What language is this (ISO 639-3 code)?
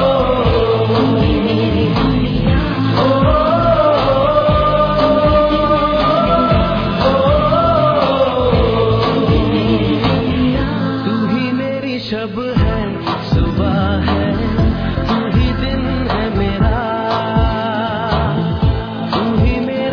hin